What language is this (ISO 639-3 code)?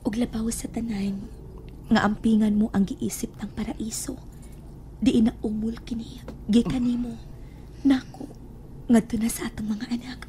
ceb